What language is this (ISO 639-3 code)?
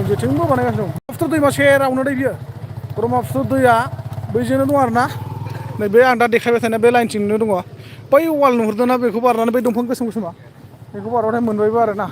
brx